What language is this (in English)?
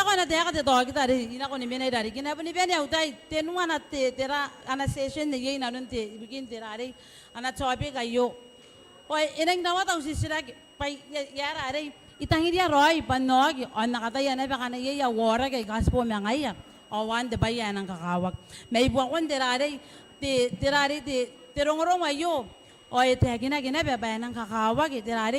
Gilbertese